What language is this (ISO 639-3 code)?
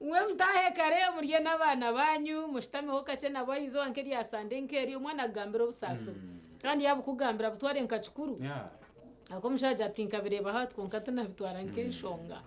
nyn